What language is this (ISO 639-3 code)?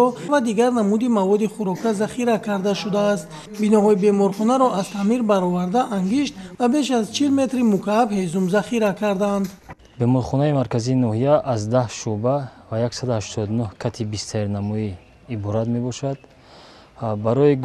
tgk